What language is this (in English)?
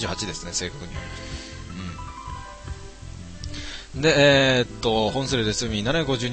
Japanese